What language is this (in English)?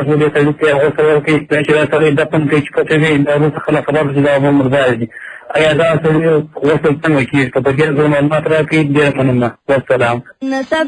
Pashto